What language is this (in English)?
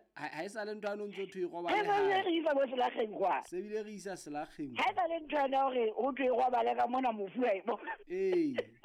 Southern Sotho